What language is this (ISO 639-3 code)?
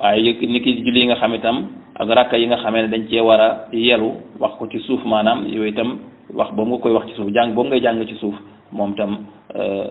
wol